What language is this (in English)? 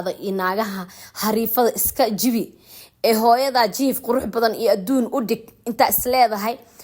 Somali